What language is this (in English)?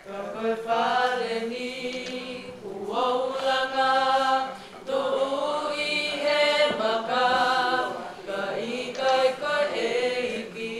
Tongan